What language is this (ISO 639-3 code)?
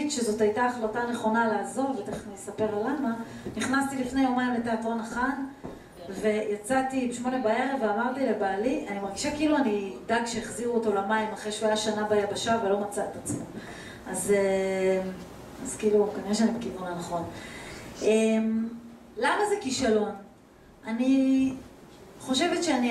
heb